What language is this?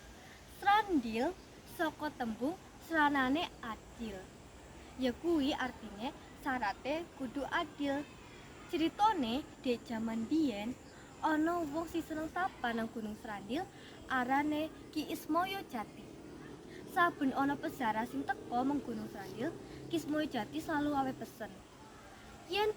Javanese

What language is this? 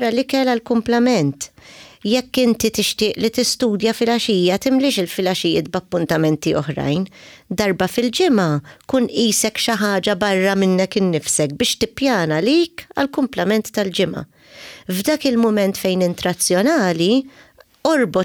Maltese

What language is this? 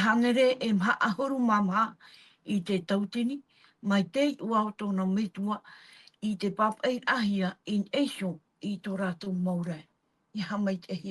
Tahitian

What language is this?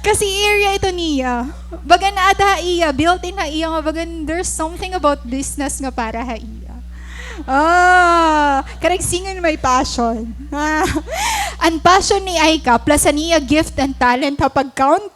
Waray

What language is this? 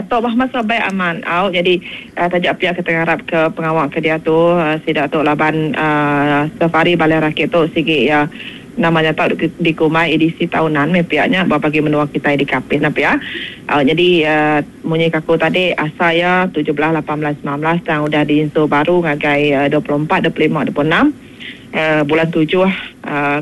Iban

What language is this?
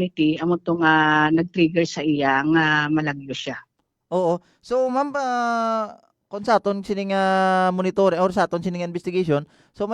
Hiligaynon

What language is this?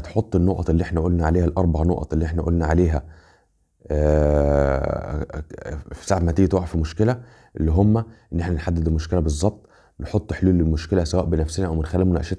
Egyptian Arabic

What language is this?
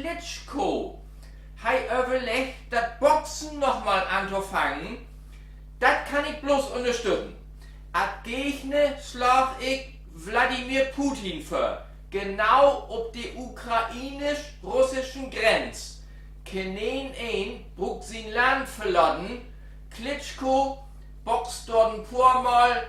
Low German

